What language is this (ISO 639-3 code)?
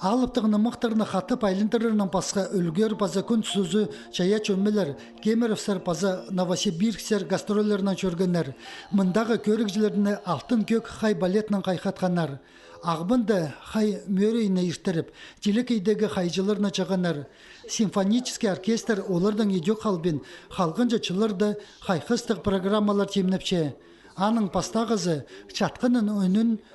kjh